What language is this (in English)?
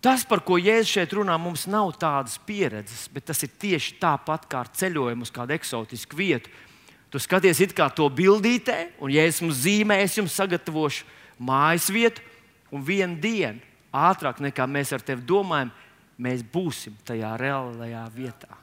Latvian